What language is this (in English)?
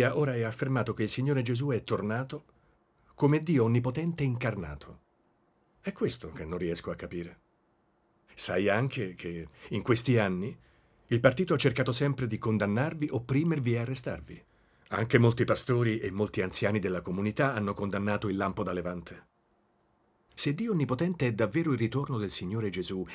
Italian